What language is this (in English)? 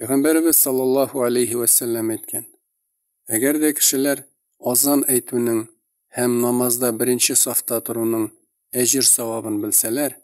Tatar